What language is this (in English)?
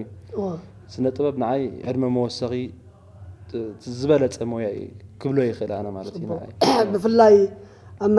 Tigrinya